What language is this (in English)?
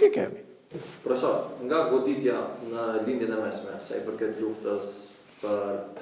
Albanian